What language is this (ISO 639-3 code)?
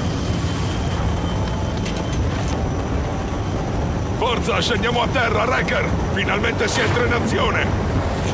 ita